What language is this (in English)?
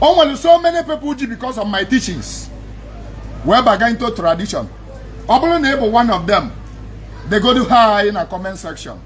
Igbo